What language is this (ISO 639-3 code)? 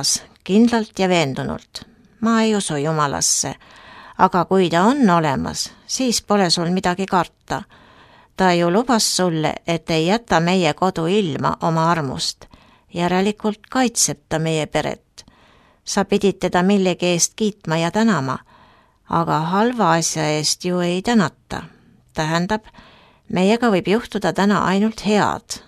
est